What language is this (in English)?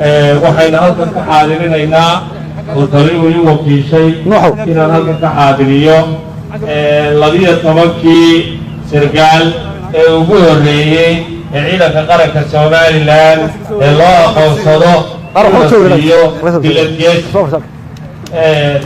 Somali